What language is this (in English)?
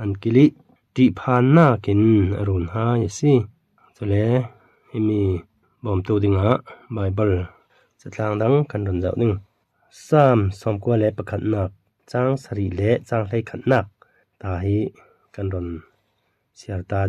Falam Chin